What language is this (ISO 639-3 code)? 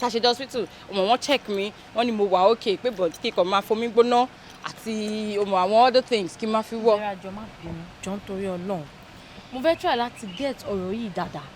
yor